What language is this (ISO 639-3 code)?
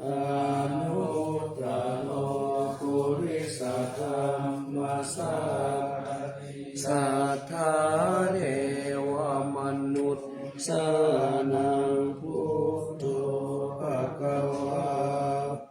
pli